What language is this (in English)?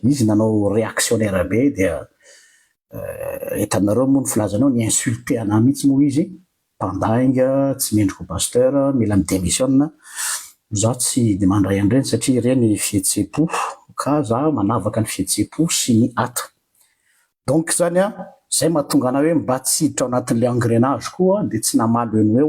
Malagasy